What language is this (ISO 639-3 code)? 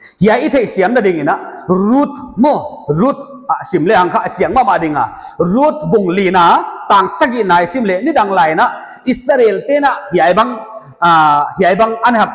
pck